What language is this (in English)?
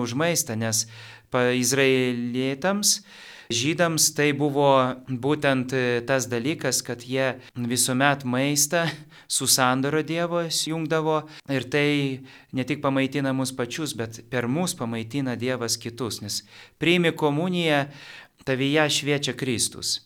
Lithuanian